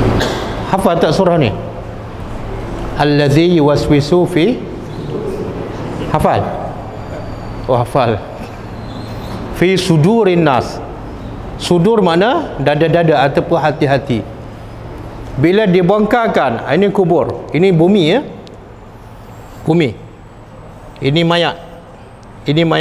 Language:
Malay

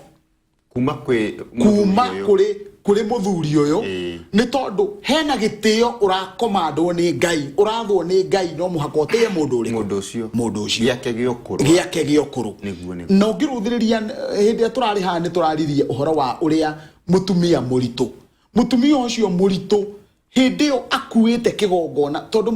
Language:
Kikuyu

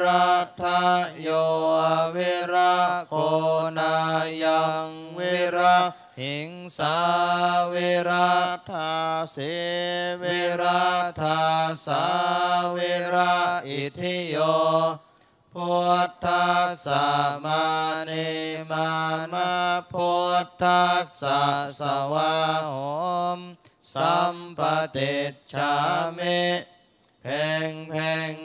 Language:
Pali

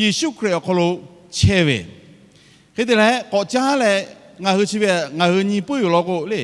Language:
Lahu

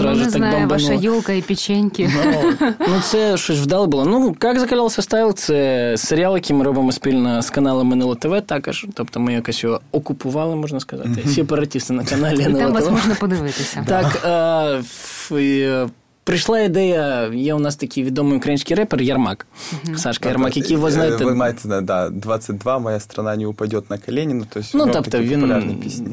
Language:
Ukrainian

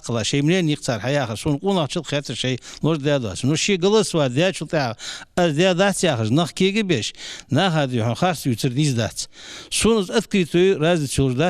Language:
Ingush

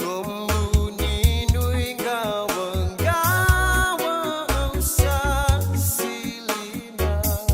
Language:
Fijian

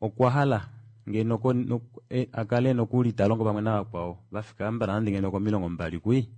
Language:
Kuanyama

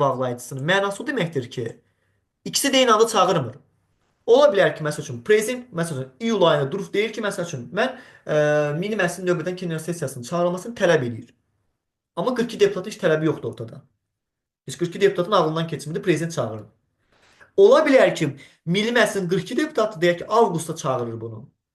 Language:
Azerbaijani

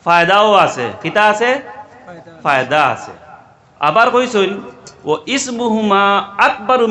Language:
Sylheti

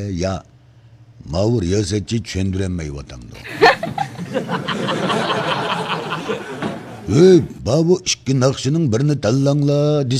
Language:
Uyghur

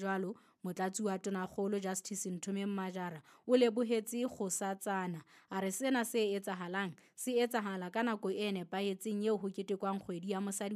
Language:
Southern Sotho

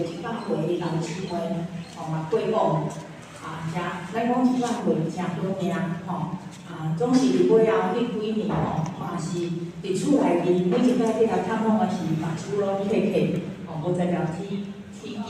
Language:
Min Nan Chinese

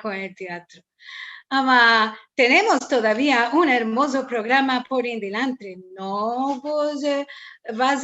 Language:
Ladino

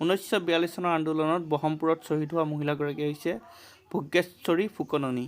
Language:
Assamese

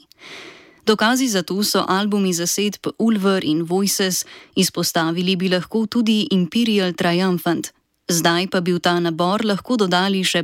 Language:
Slovenian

